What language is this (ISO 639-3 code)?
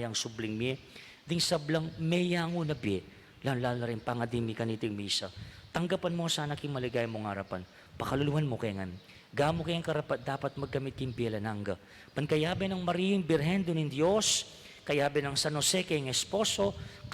pam